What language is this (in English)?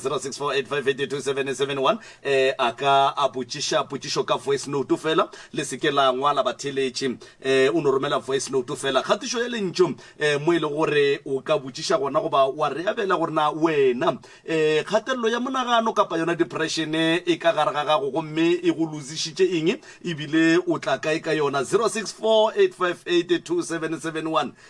Northern Sotho